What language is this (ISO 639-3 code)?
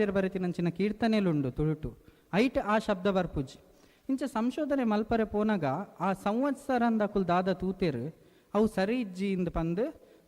tcy